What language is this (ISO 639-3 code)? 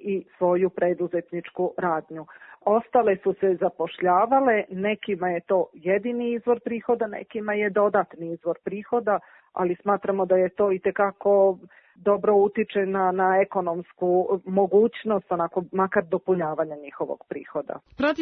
srp